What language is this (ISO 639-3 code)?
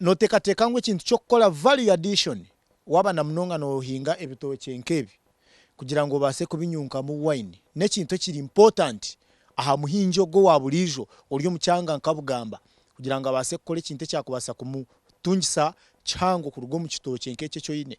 nyn